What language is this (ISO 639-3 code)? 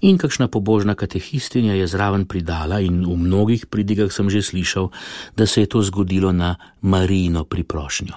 slv